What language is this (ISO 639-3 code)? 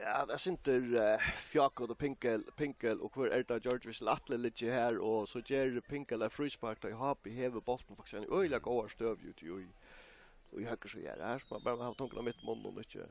fao